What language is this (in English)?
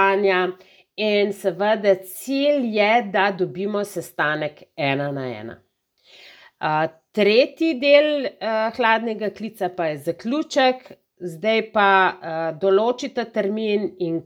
Slovenian